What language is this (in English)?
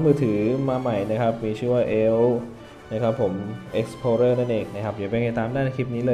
Thai